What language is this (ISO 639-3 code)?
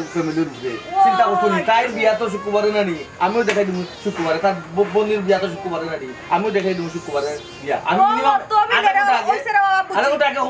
syl